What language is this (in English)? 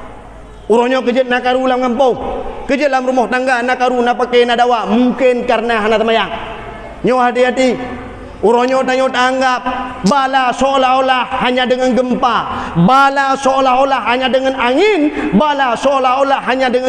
Achinese